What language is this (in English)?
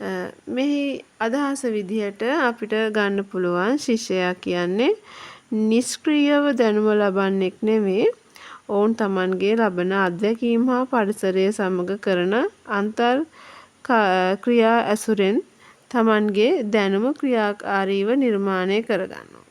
Sinhala